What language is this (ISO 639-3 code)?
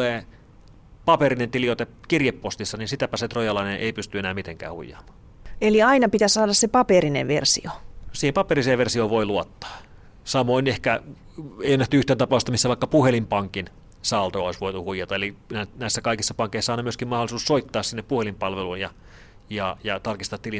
fin